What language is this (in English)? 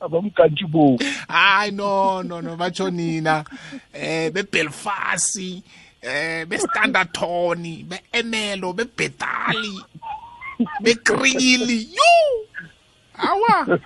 South Ndebele